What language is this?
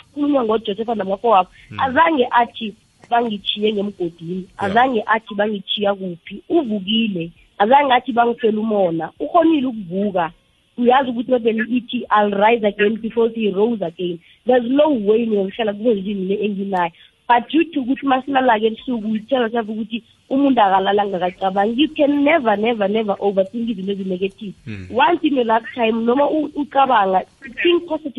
South Ndebele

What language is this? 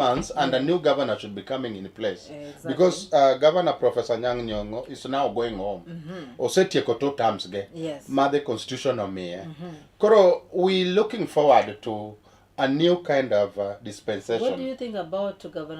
Luo (Kenya and Tanzania)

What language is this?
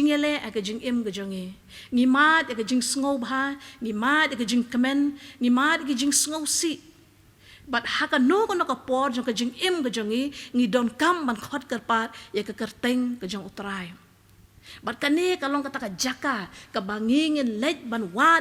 Khasi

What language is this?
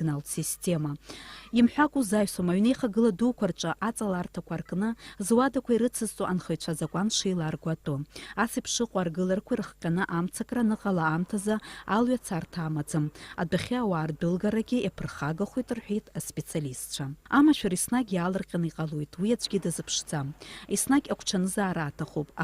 Abkhazian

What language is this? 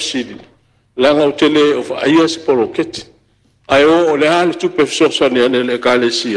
Samoan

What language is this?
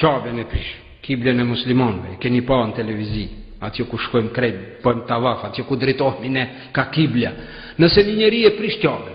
Albanian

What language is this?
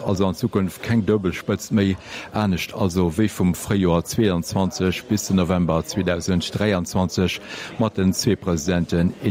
Luxembourgish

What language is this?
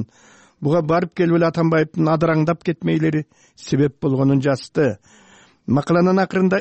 Kyrgyz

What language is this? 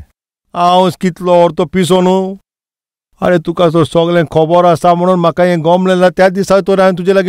Konkani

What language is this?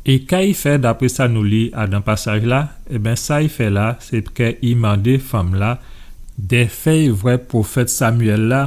Guadeloupean Creole French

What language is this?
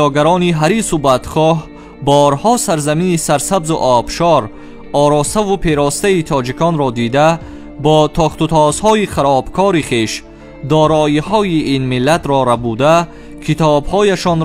Tajik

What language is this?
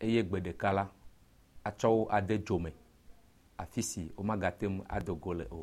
Ewe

